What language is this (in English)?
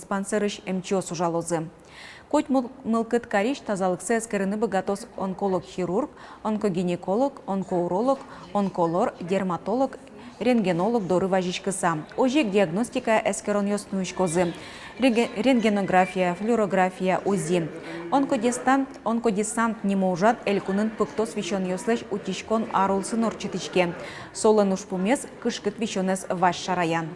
Udmurt